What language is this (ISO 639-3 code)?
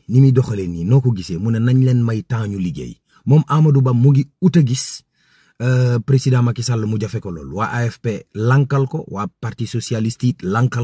wol